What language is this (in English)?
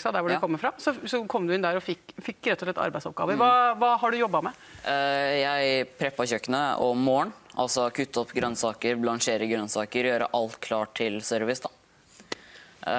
Norwegian